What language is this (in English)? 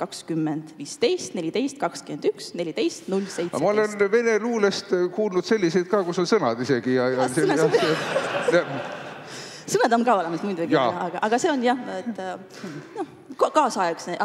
Estonian